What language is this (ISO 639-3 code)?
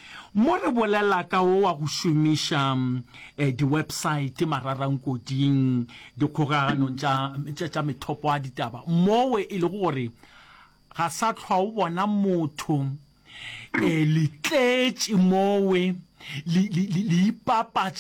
nso